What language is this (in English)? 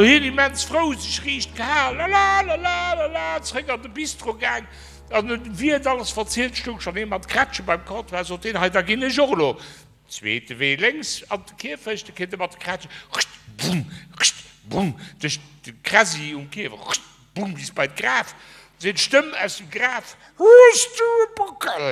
Luxembourgish